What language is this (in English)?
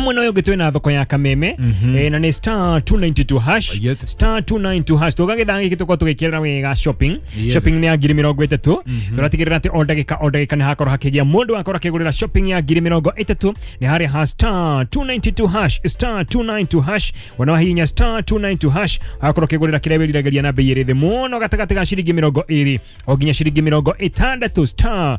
Kikuyu